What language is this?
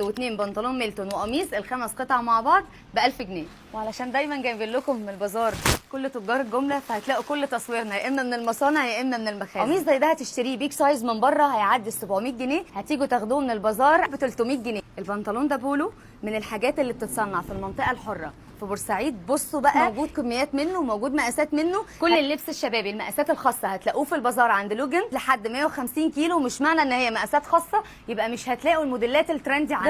Egyptian Arabic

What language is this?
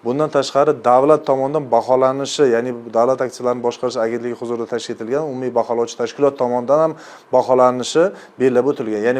Uzbek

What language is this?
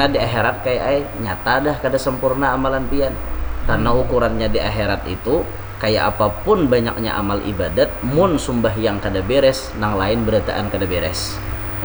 Banjar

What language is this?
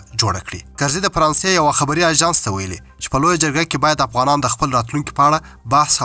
Pashto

